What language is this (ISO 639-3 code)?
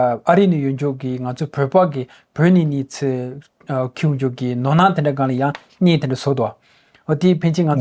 bod